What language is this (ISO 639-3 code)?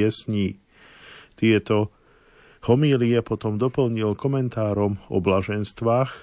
slk